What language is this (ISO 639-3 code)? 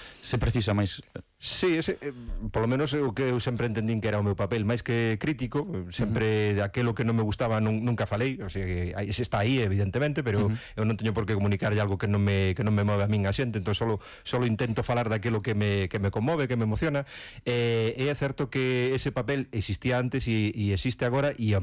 glg